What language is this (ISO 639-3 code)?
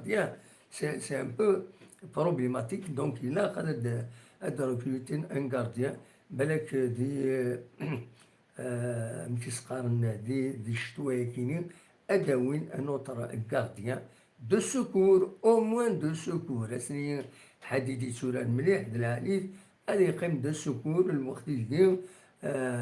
kab